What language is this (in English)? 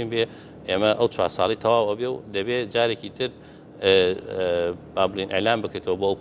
Central Kurdish